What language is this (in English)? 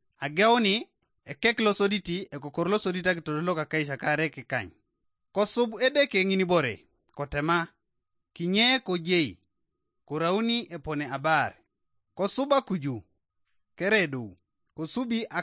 Teso